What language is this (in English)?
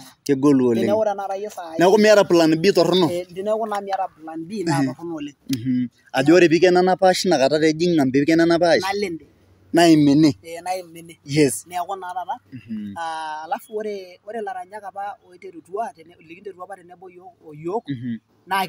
Masai